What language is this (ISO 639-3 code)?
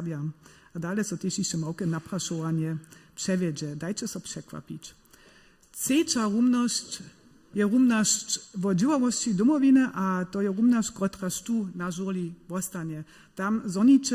hsb